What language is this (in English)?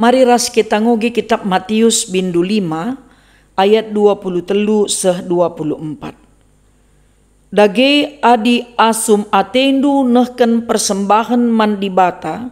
Batak Karo